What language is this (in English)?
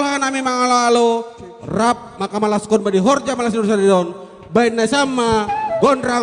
Batak Simalungun